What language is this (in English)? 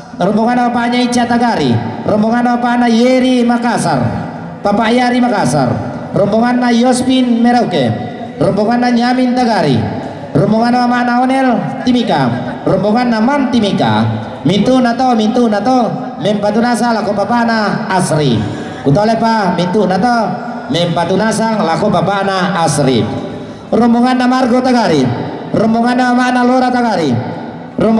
Toraja-Sa'dan